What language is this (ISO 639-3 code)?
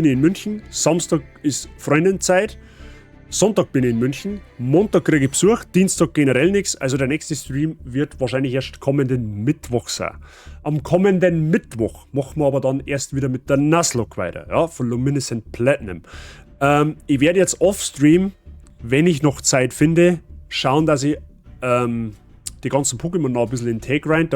bar